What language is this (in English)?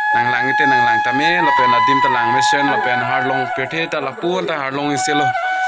Karbi